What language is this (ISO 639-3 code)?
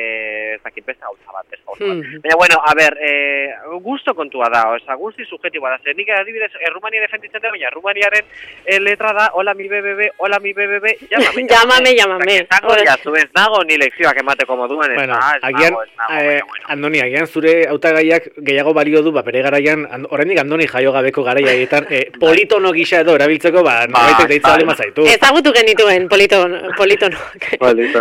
eus